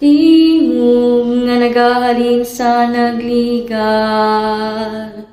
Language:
Hiligaynon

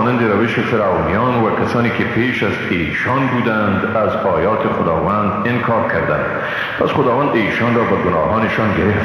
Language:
Persian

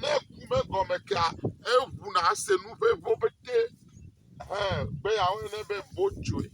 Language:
Ewe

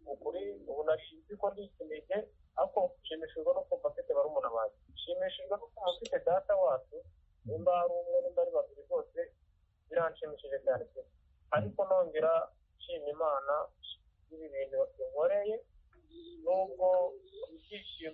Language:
Kinyarwanda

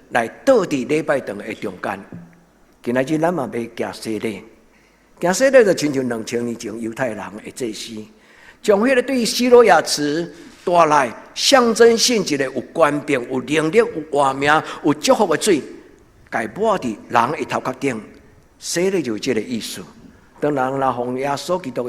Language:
Min Nan Chinese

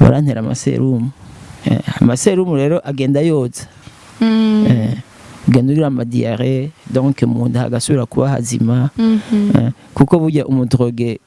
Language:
Rundi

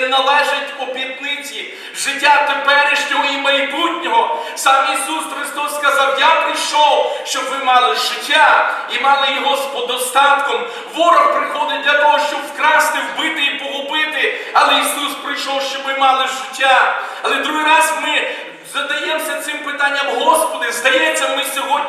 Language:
Ukrainian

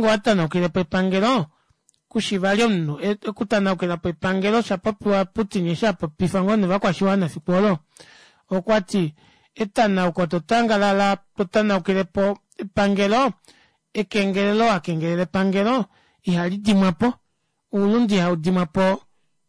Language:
Kuanyama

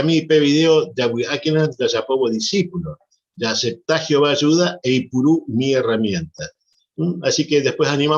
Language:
Guarani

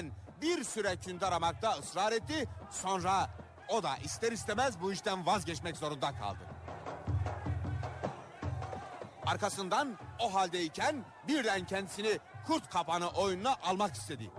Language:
Turkish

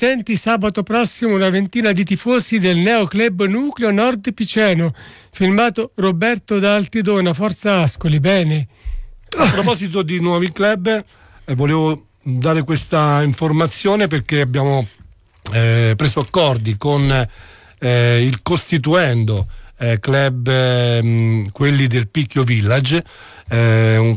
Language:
Italian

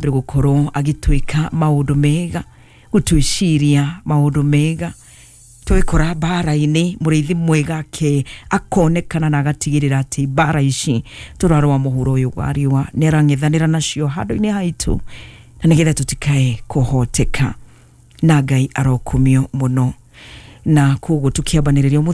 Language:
Kikuyu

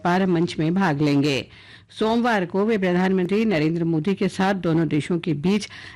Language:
Hindi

